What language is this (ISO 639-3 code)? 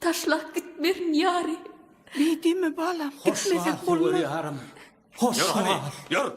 tuk